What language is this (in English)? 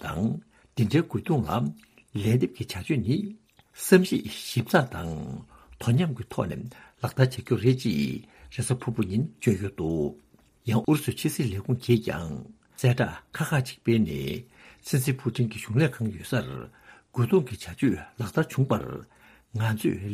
Tibetan